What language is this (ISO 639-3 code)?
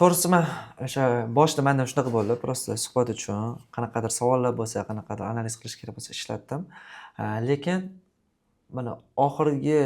uzb